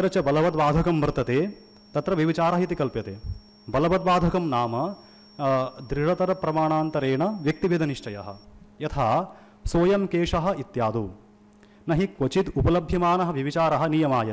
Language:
Sanskrit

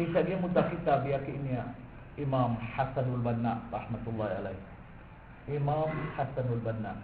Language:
Maranao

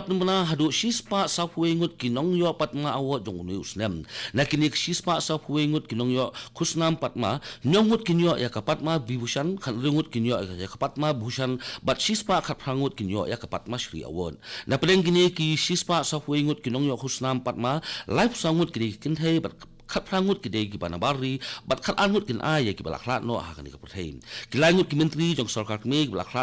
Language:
Khasi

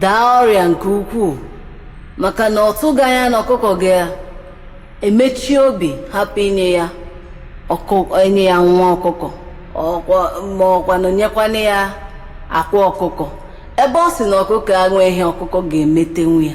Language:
Igbo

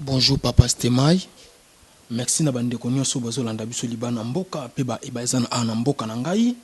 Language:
Lingala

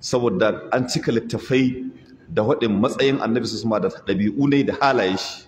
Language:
Hausa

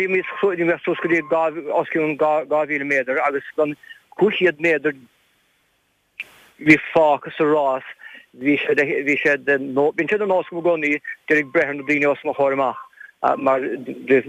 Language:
Irish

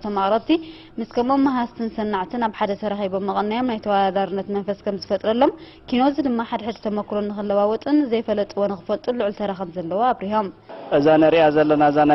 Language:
Tigrinya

